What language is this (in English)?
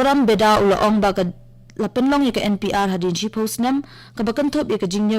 Khasi